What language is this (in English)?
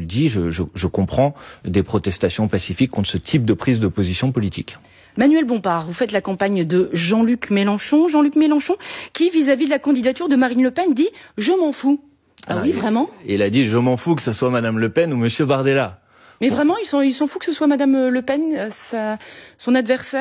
French